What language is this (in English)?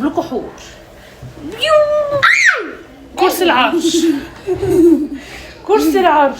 Egyptian Arabic